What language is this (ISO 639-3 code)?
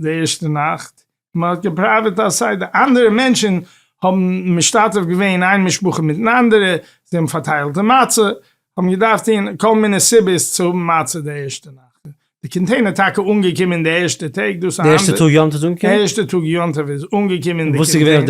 yid